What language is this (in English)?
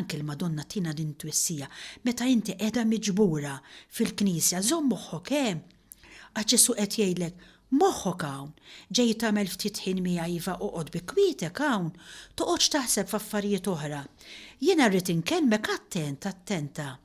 Maltese